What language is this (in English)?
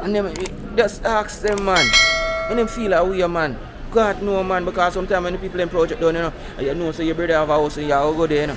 Jamaican Creole English